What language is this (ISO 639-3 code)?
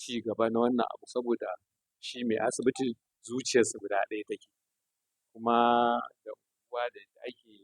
hau